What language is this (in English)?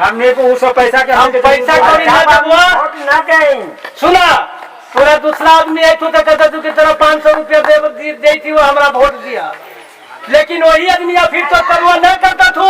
Magahi